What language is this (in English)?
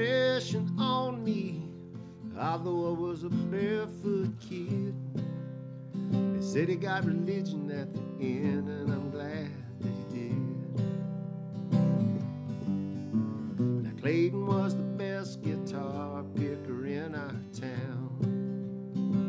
English